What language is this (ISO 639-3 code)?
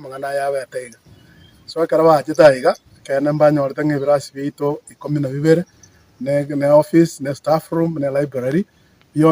guz